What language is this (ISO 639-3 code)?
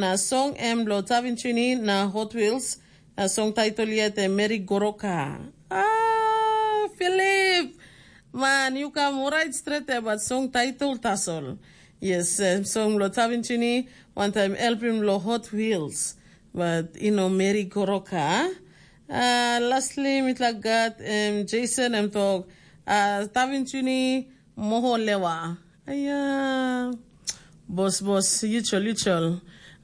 tpi